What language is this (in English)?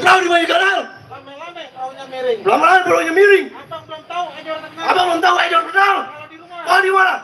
Betawi